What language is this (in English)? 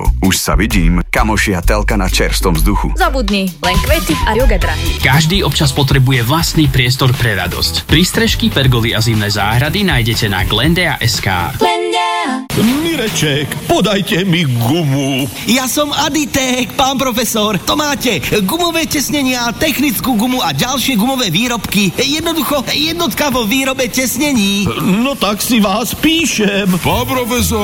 Slovak